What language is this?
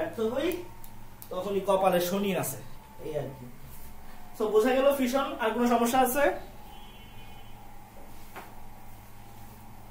Bangla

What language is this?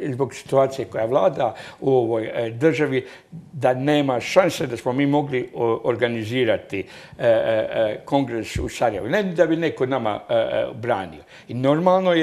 Croatian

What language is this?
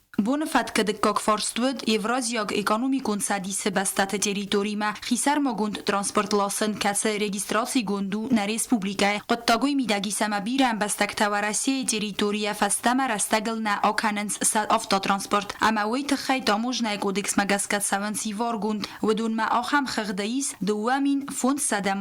Ossetic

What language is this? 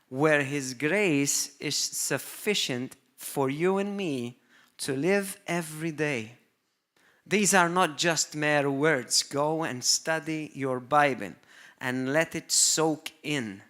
English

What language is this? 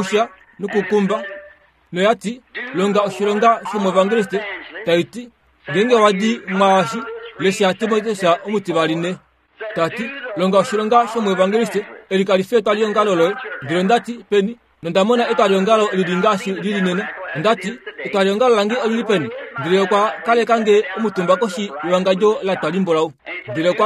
Kuanyama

